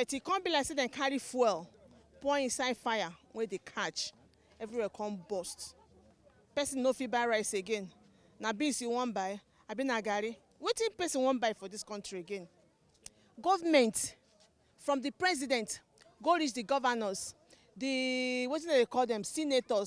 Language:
Nigerian Pidgin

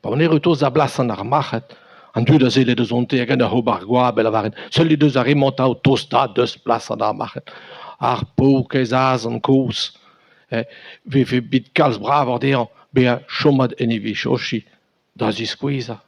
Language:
Breton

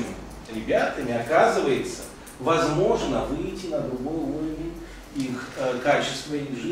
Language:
Russian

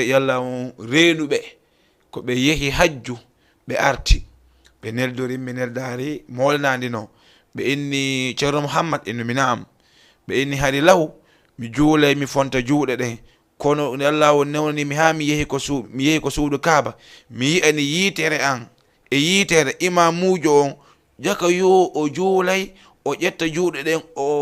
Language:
Fula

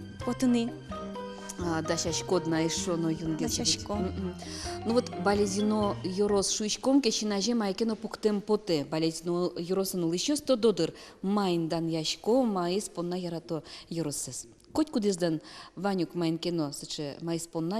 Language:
Udmurt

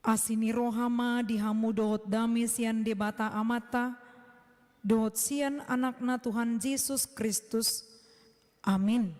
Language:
Batak Toba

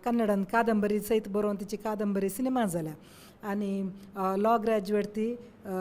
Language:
Konkani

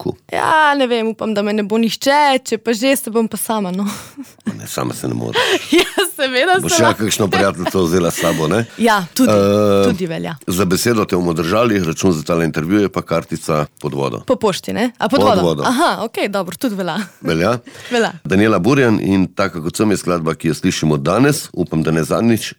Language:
Slovenian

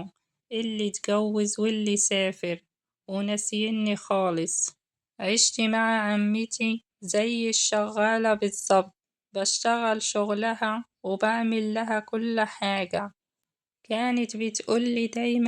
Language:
Egyptian Arabic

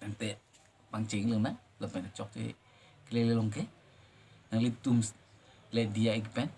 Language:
Karbi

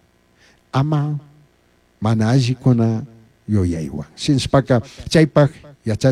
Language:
Chimborazo Highland Quichua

